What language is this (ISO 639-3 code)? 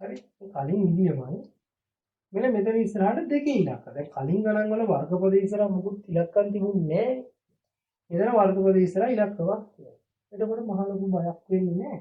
sin